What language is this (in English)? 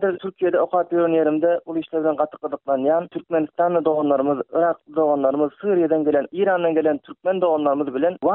Turkmen